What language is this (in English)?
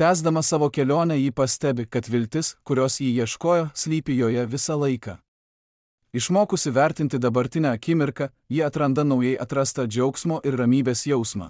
Lithuanian